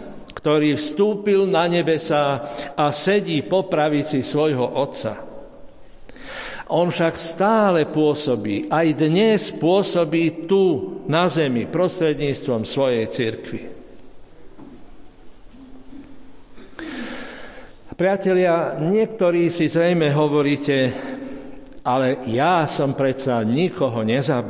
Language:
Slovak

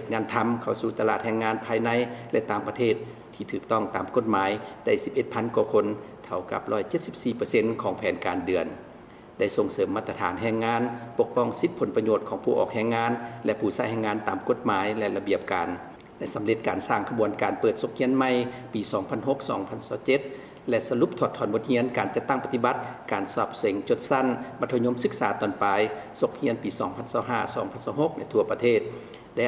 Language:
Lao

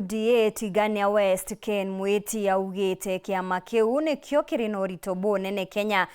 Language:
Meru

